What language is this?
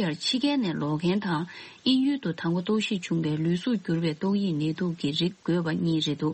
Tibetan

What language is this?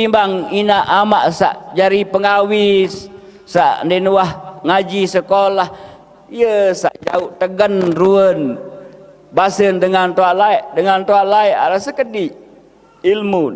Sasak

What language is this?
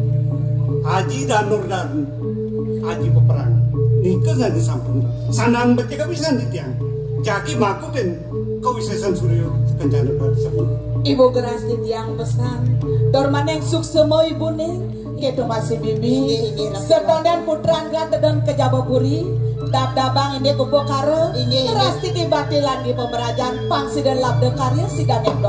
Balinese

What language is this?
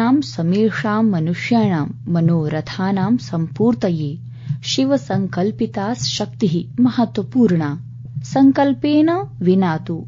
Sanskrit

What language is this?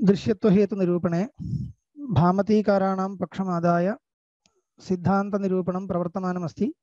Sanskrit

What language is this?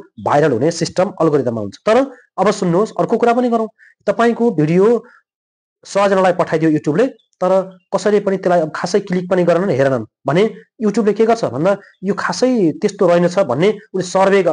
Nepali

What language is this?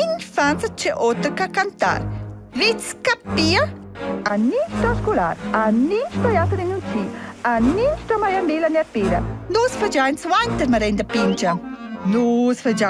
Romansh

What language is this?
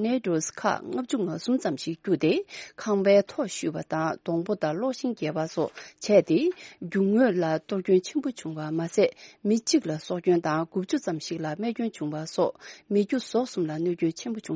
Tibetan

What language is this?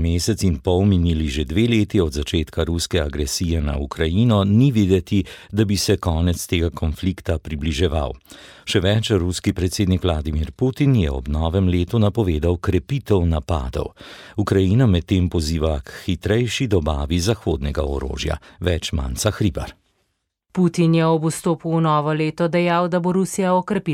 Slovenian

